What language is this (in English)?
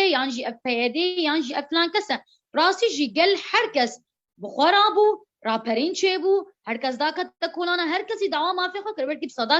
Kurdish